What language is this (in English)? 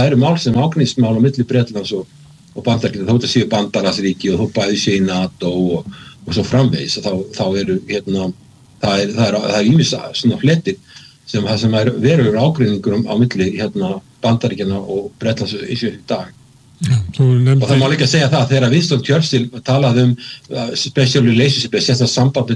Icelandic